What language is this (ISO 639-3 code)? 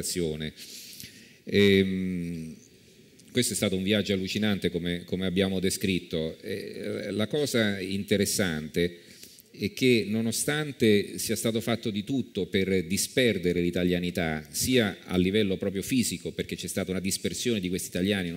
ita